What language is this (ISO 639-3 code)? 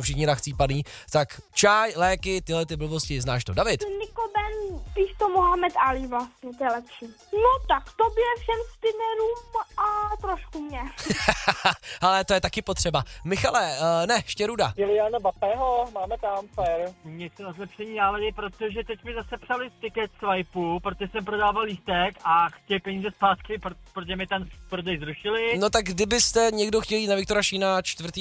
ces